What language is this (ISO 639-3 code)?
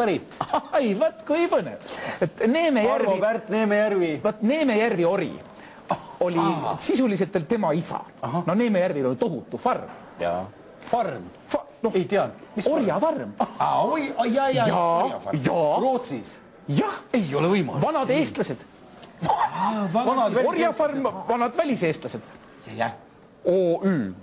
est